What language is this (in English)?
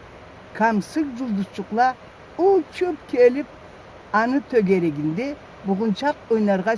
Karachay-Balkar